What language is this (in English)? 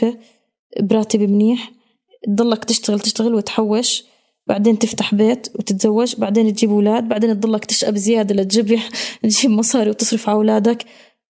North Levantine Arabic